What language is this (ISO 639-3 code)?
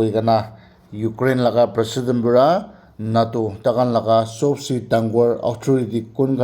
nag